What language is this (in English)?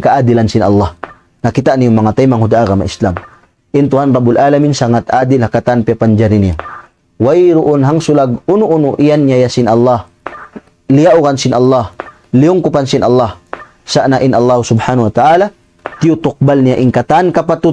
Tausug